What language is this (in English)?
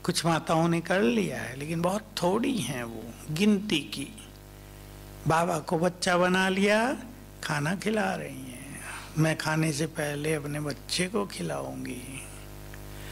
Hindi